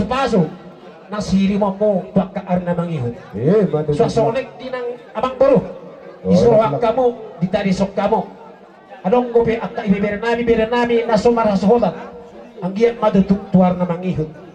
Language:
Batak Toba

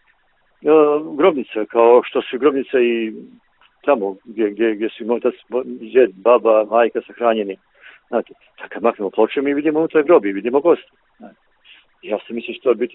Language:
Bosnian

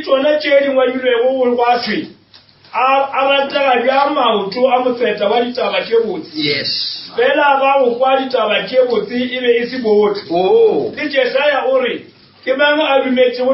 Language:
Northern Sotho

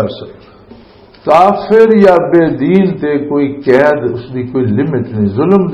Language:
Western Panjabi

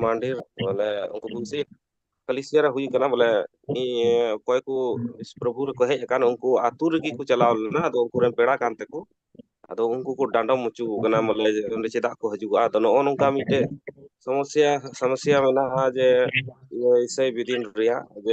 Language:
Santali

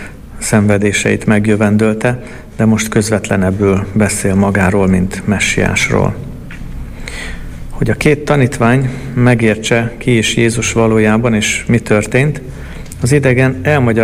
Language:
Hungarian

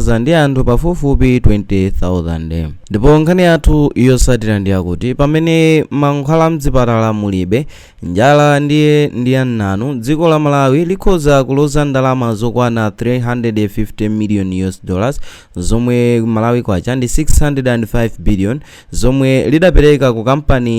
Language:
Nyanja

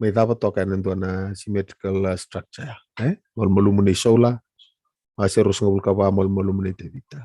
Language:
Fijian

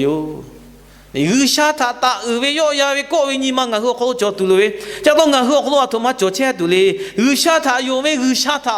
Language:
Lahu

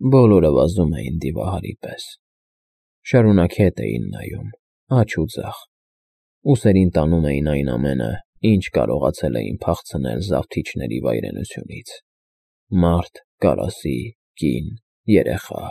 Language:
Armenian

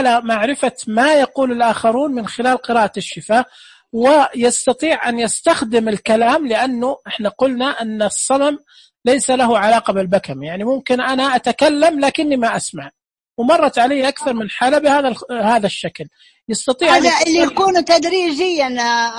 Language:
Najdi Arabic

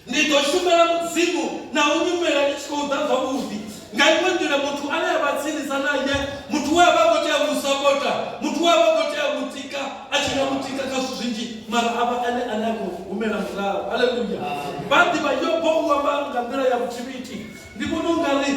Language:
Venda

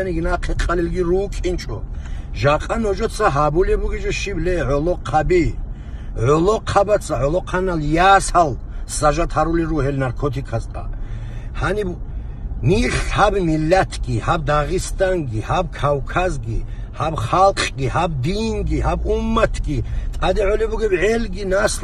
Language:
Avaric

